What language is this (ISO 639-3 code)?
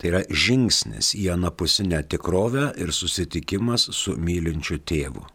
lit